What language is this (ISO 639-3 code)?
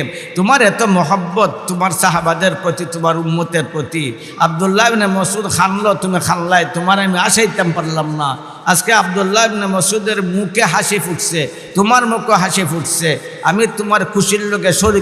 syl